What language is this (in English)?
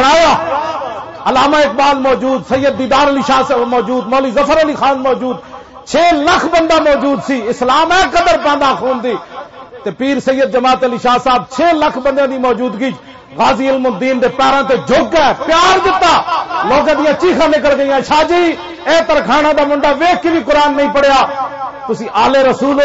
Western Panjabi